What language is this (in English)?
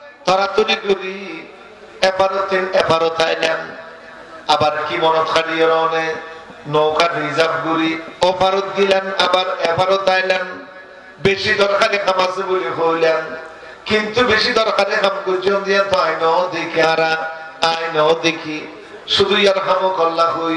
Rohingya